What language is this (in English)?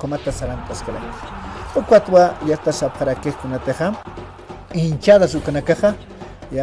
Aymara